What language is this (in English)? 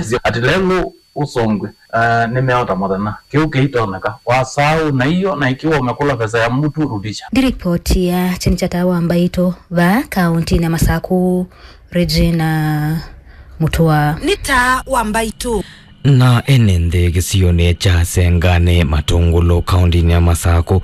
Kamba